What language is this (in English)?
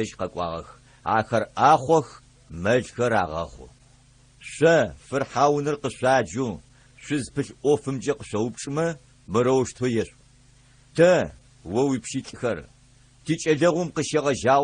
Adyghe